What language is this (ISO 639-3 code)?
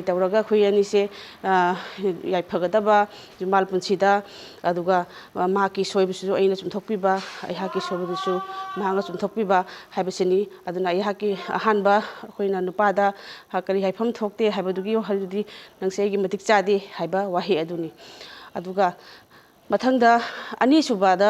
mni